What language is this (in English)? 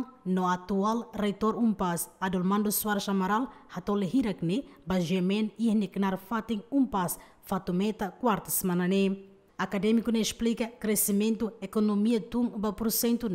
Tetum